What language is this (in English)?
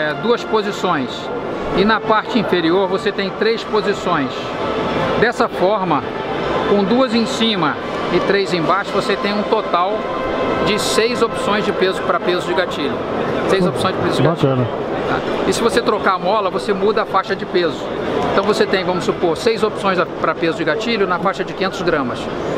Portuguese